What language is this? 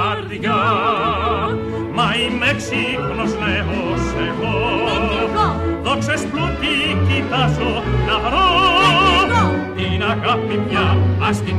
Greek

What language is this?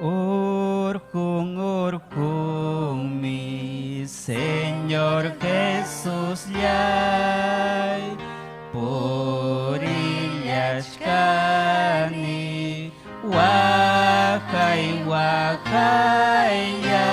Ayacucho Quechua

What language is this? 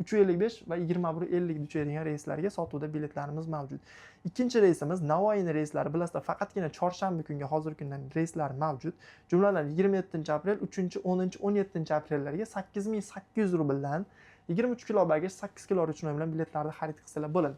Uzbek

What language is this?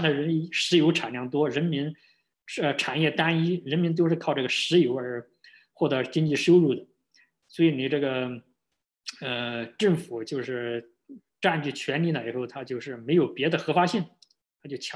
Chinese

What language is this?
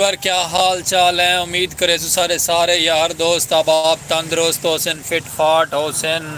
Saraiki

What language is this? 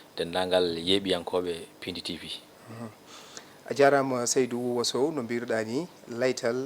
Fula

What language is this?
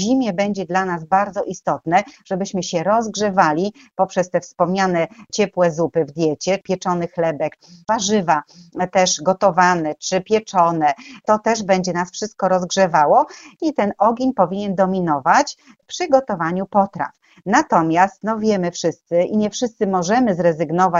Polish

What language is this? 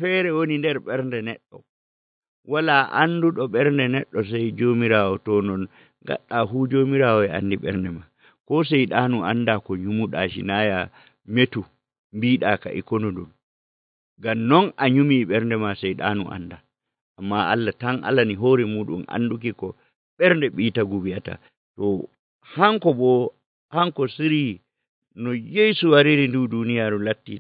Nigerian Fulfulde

